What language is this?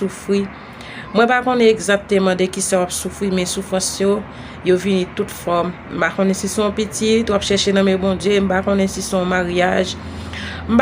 Haitian Creole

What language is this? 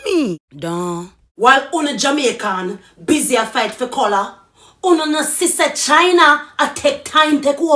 Jamaican Creole English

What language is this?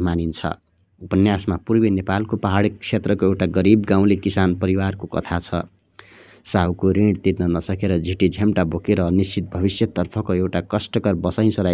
Nepali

